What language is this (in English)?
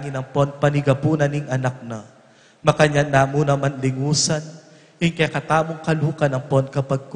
Pampanga